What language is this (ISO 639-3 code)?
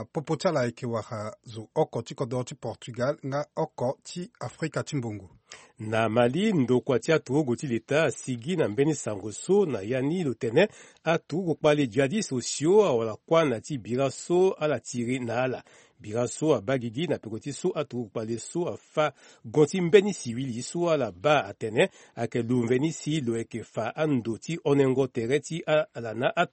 sag